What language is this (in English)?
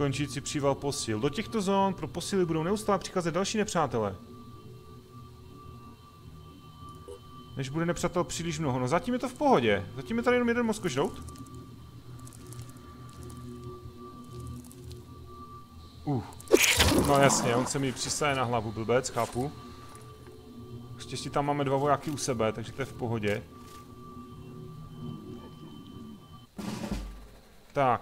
Czech